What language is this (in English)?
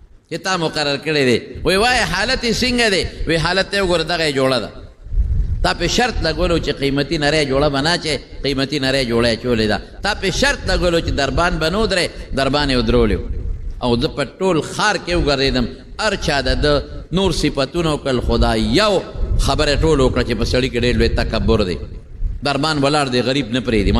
Pashto